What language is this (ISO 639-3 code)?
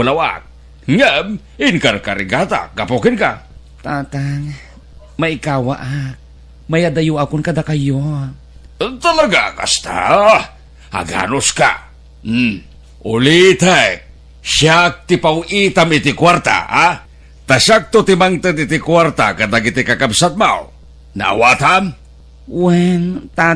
ilo